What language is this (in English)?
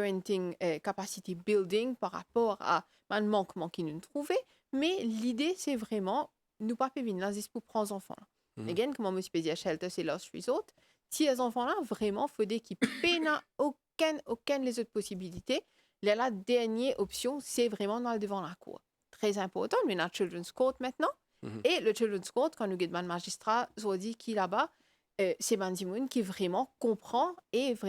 Morisyen